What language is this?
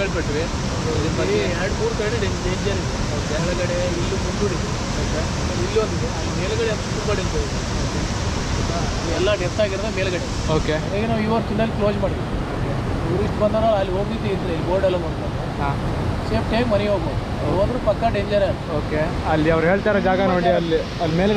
Kannada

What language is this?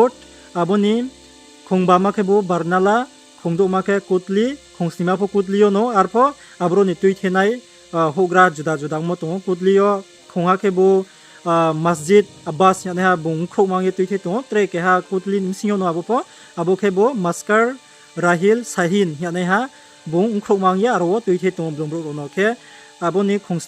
Riang (India)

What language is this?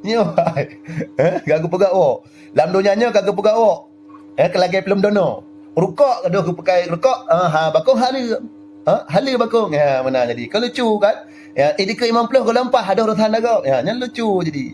Achinese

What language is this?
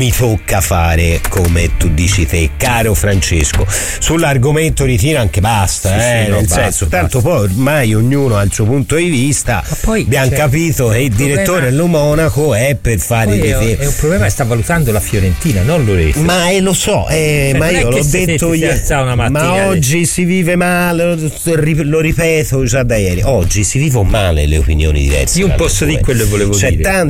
Italian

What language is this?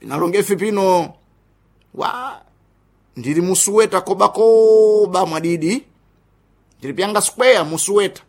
Sena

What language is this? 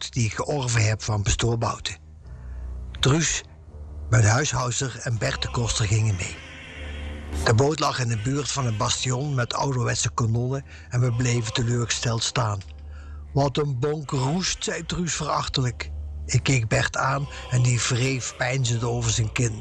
Dutch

